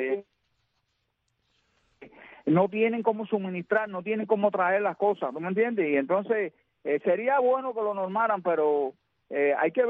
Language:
Spanish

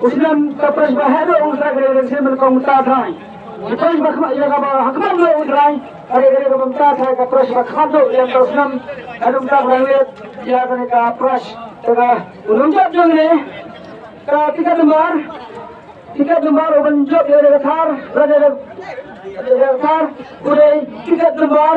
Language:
Khasi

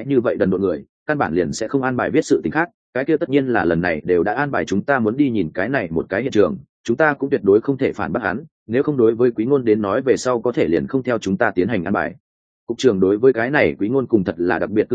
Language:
Vietnamese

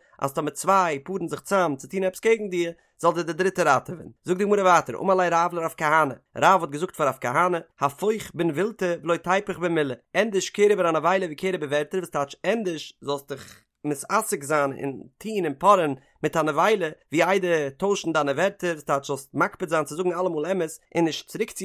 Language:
Yiddish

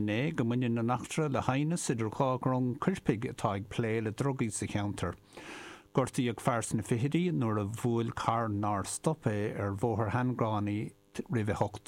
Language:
Irish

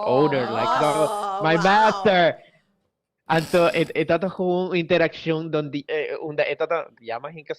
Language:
Papiamento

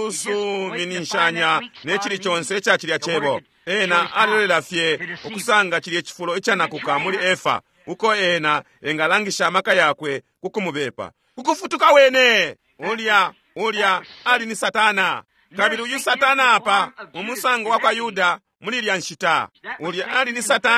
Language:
Bemba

